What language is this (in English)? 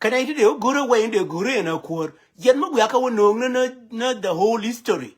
Nuer